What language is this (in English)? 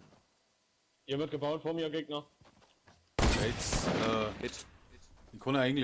Bavarian